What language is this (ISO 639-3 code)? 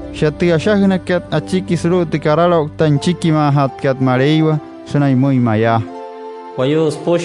guc